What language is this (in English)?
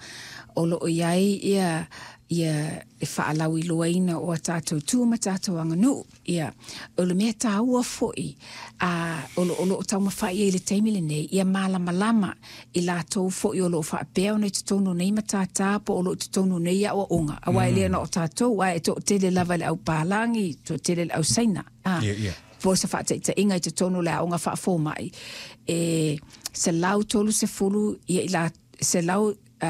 Samoan